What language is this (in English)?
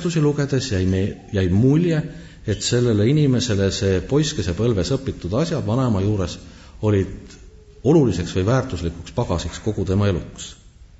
Estonian